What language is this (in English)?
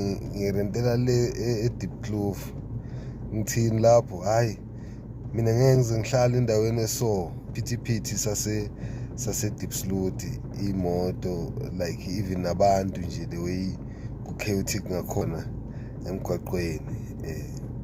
Zulu